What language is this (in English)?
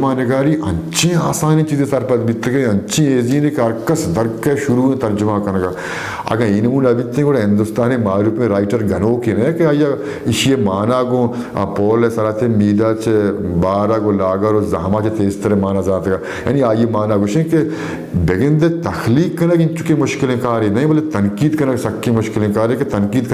Baluchi